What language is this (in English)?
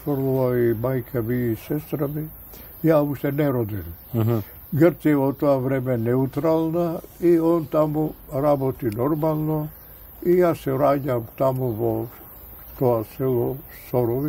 Macedonian